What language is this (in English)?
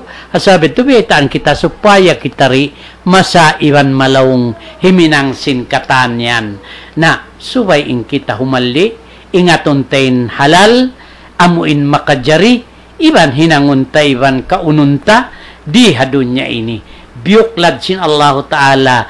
Tausug